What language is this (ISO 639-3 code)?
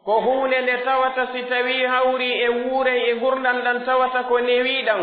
fuf